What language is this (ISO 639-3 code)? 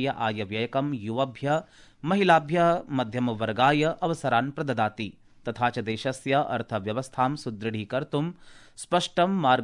san